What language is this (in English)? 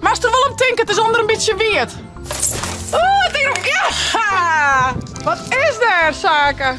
Western Frisian